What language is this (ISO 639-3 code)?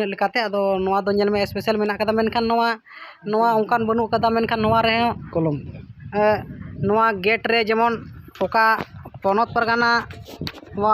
sat